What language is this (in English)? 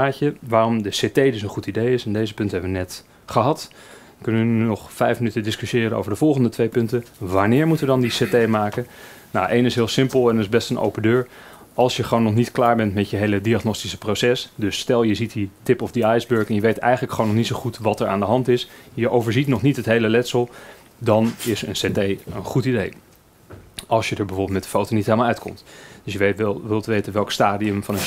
Dutch